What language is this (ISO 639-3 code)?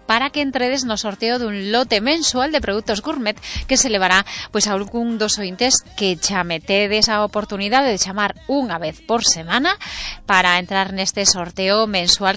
glg